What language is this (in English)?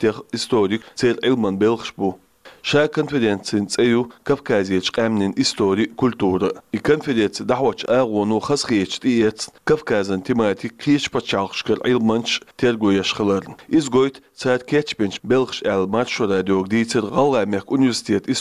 Chechen